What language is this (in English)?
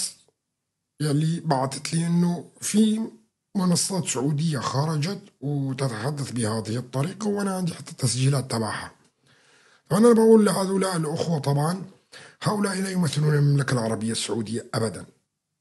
North Levantine Arabic